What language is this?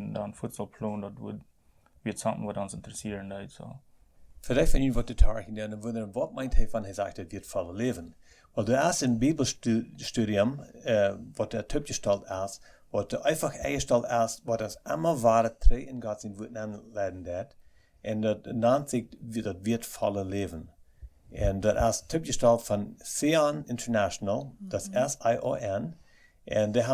Plautdietsch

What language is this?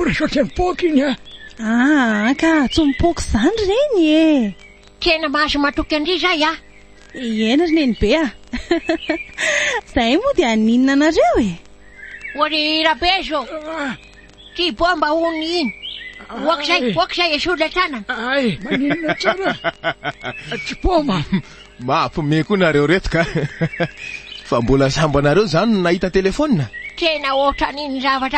Malagasy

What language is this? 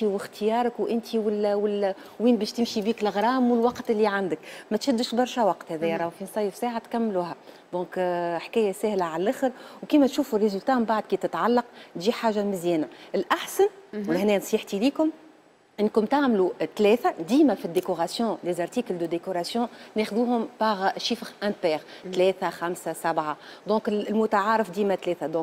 Tunisian Arabic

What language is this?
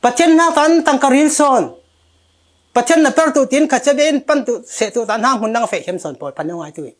Falam Chin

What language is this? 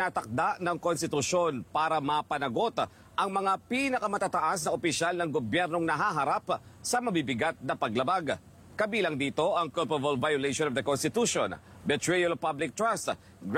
Filipino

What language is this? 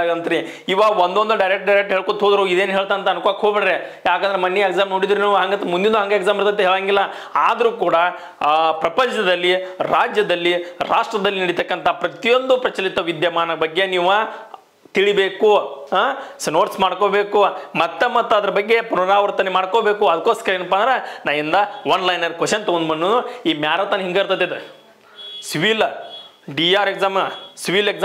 Kannada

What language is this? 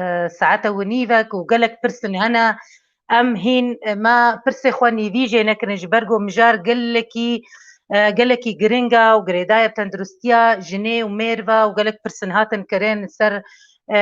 Kurdish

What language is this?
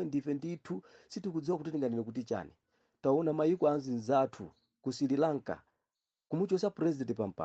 Nyanja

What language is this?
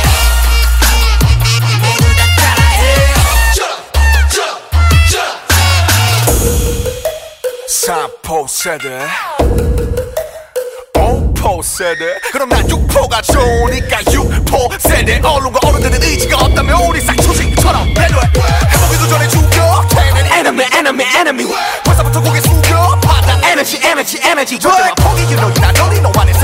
Korean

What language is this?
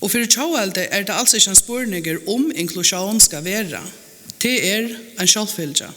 Faroese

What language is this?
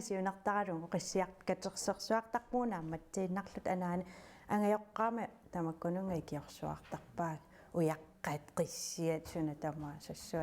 Kalaallisut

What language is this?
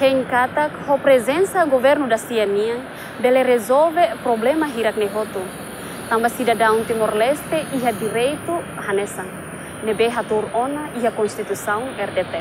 Tetum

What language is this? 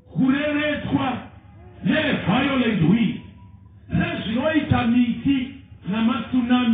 Shona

